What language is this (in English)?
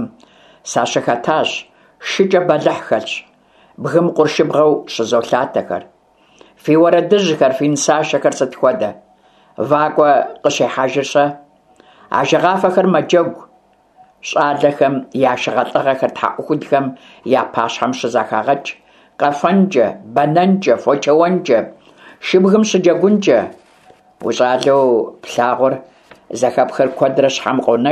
Kabardian